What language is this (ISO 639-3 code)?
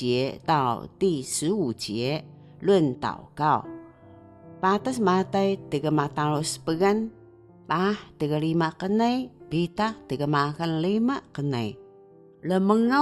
trv